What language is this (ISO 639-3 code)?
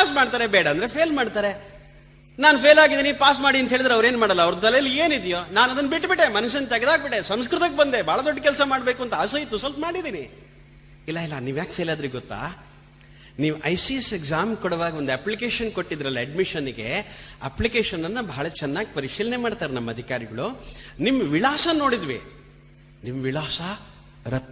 kan